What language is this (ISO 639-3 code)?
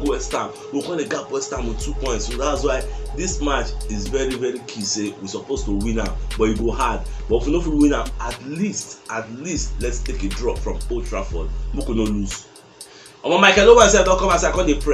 pcm